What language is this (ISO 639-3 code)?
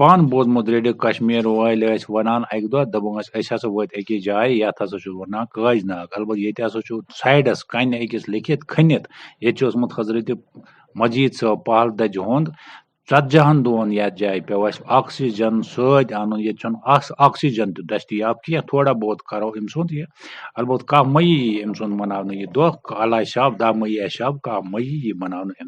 kas